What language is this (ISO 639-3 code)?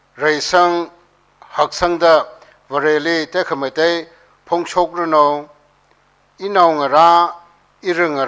nmf